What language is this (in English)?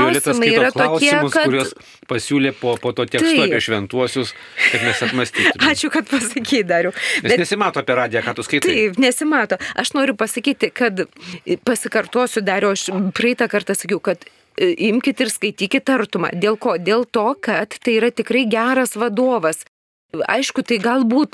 Lithuanian